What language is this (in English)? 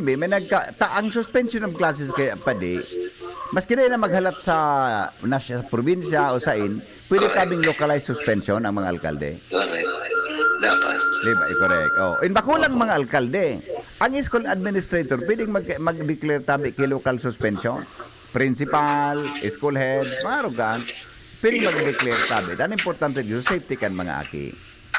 Bikol